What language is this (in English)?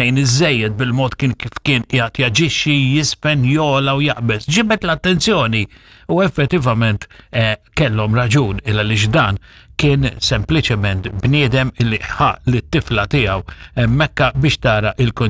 Maltese